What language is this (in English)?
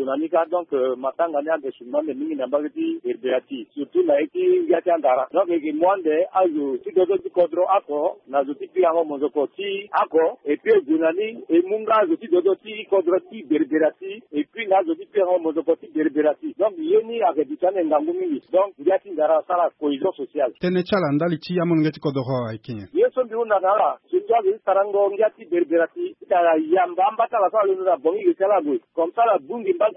Sango